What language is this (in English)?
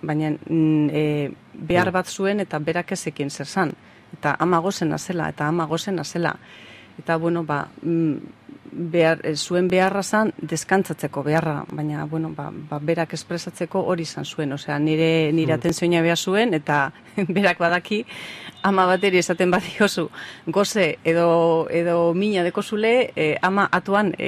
Basque